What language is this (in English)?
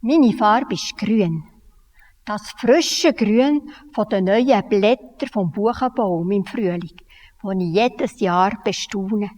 Swiss German